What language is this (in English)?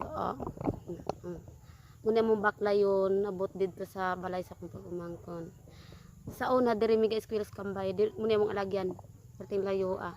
Cebuano